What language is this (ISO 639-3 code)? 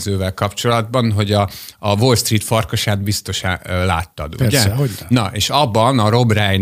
hun